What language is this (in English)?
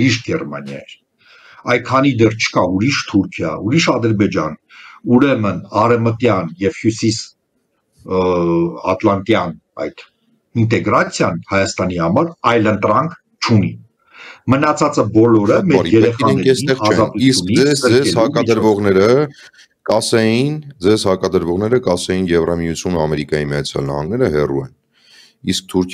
Armenian